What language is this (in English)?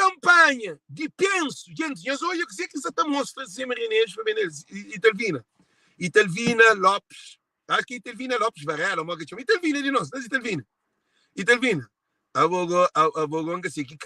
Kabuverdianu